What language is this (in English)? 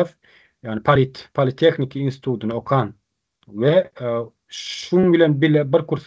Turkmen